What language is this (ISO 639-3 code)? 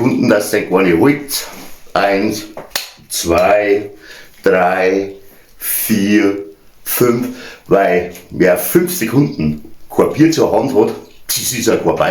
bar